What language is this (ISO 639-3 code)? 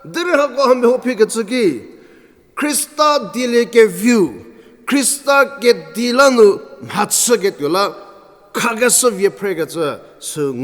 njm